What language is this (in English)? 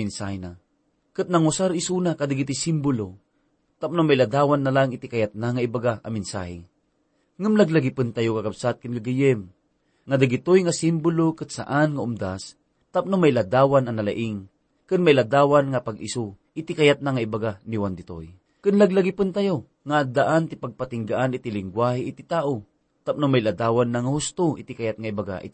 Iloko